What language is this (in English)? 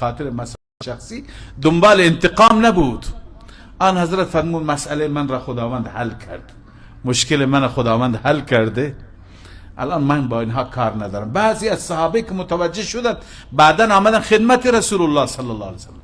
Persian